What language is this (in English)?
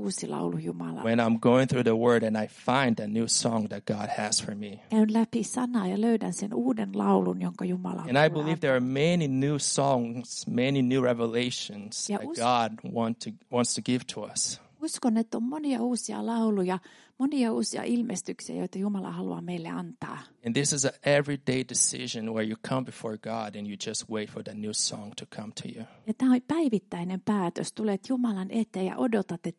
Finnish